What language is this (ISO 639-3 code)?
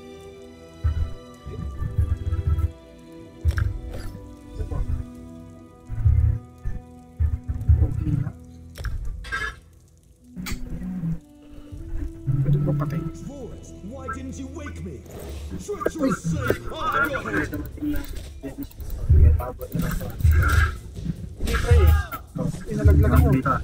fil